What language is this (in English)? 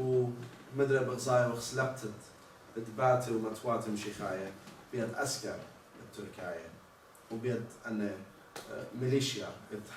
Assyrian Neo-Aramaic